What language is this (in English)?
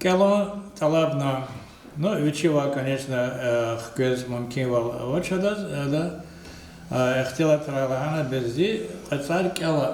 Lezghian